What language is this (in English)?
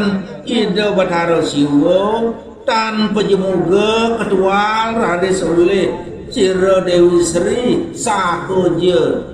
Balinese